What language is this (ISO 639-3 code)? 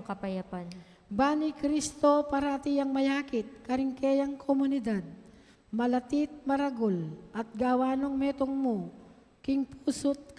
pam